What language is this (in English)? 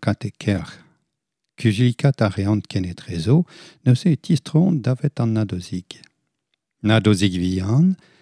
Breton